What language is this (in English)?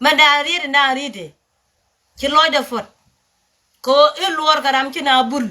Nuer